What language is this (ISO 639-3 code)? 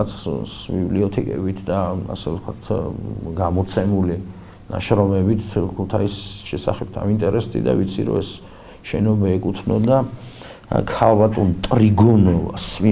kat